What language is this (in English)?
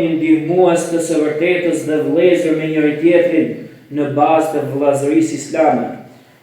Albanian